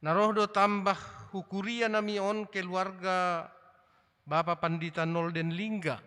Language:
Batak Simalungun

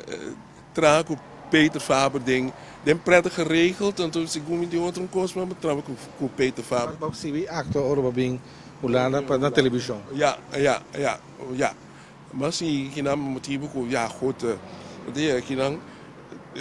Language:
Papiamento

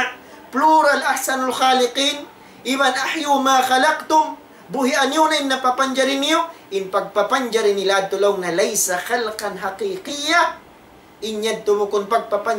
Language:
Tausug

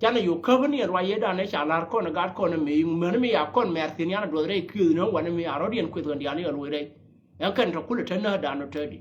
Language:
Nuer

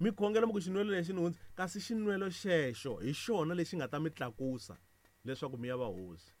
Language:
Tsonga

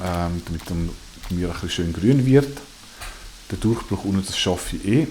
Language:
Swiss German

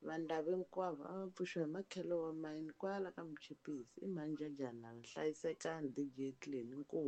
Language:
Tsonga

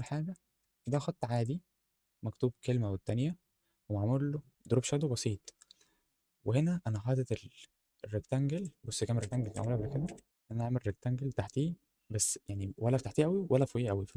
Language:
Egyptian Arabic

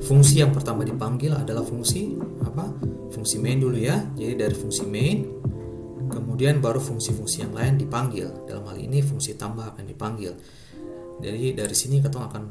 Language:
Ambonese Malay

